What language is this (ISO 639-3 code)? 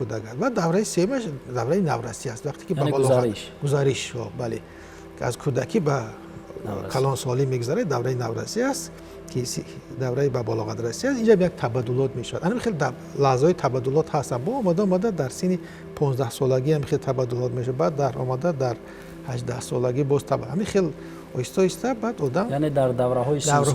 tgk